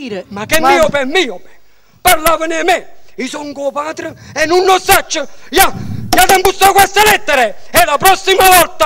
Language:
Neapolitan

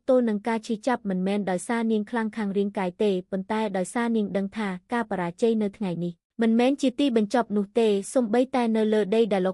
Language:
Khmer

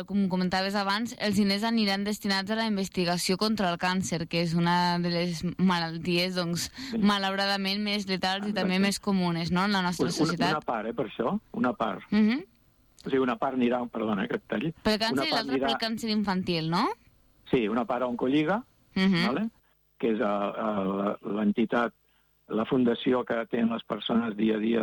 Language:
Catalan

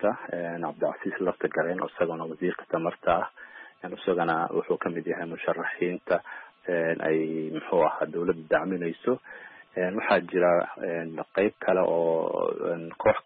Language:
Somali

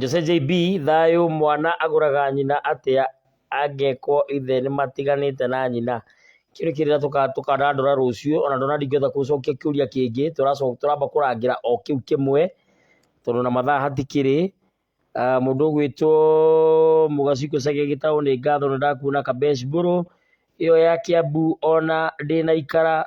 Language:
Kikuyu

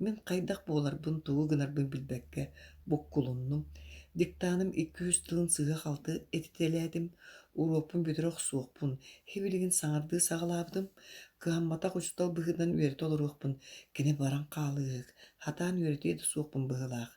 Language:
Yakut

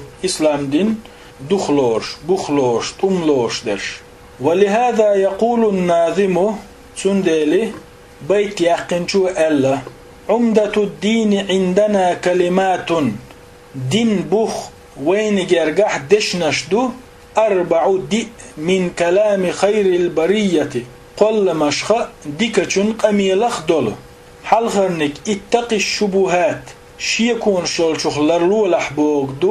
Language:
Chechen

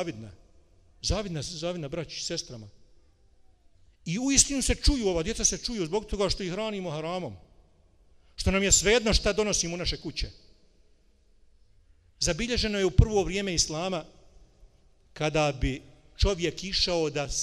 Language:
Bosnian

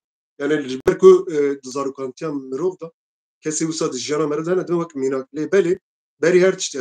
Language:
Kurdish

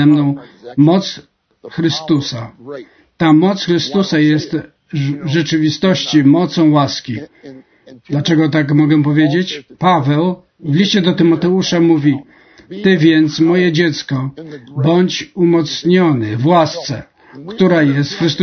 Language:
Polish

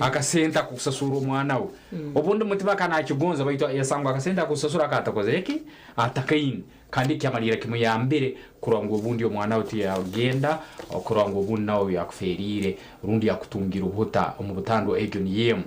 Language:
Nyankole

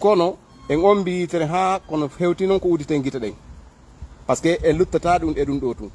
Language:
Fula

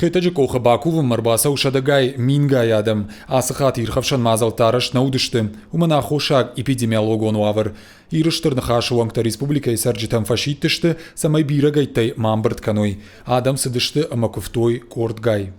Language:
Ossetic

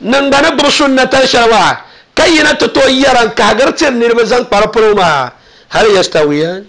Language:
Dagbani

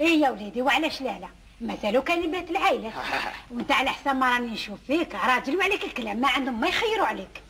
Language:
Algerian Arabic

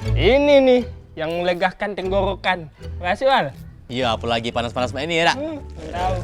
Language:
Musi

